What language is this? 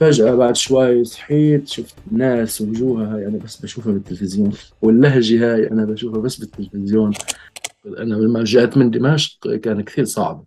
North Levantine Arabic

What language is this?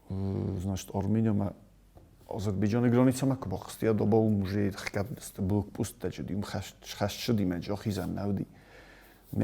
Ossetic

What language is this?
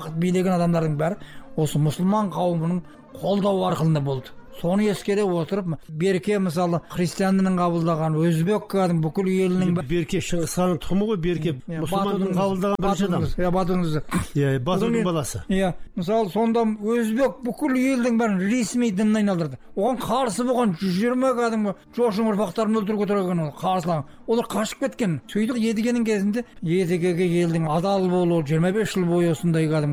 Kazakh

